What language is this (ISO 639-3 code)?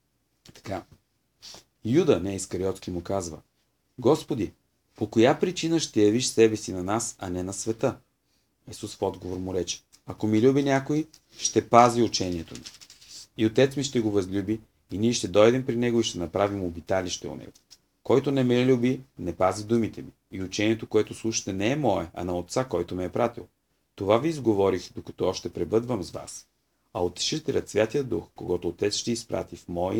bul